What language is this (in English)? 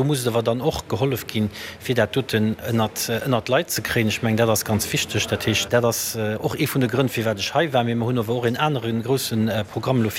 Luxembourgish